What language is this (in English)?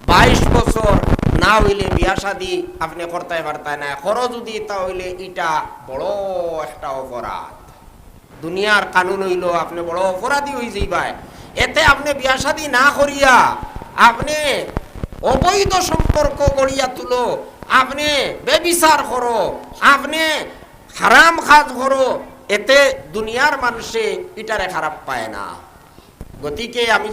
Sylheti